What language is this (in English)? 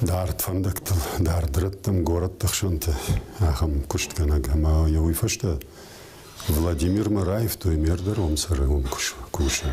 Ossetic